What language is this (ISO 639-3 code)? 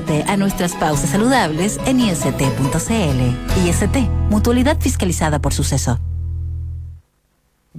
spa